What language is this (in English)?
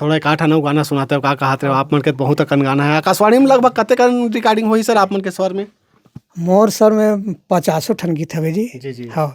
Chhattisgarhi